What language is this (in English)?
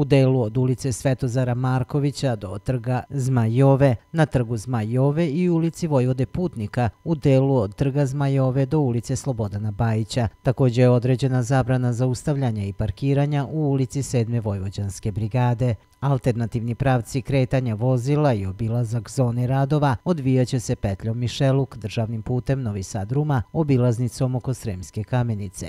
Serbian